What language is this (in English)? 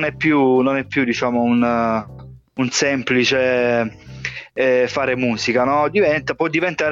Italian